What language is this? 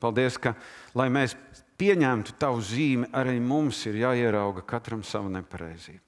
Latvian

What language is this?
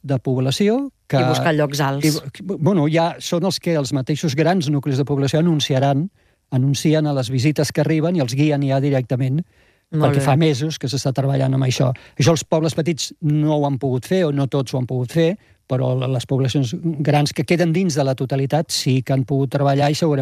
Catalan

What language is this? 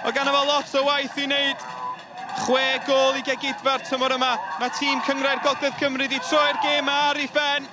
Welsh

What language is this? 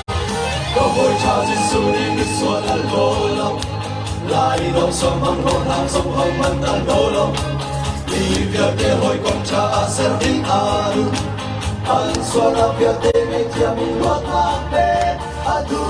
Hakha Chin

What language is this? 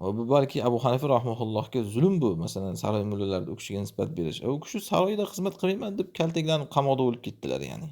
Uzbek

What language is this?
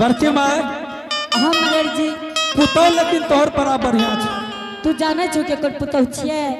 Angika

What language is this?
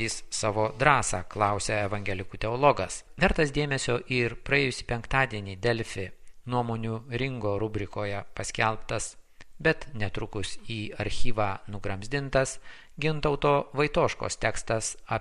Lithuanian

